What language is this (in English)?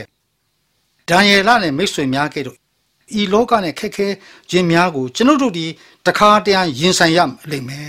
Burmese